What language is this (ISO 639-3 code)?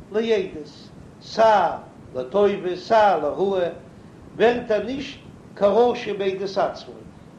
yid